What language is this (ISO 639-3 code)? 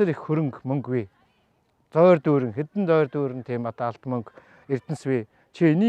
mon